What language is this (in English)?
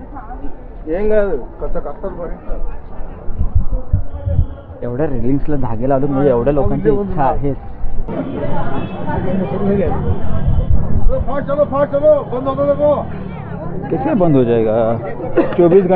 Marathi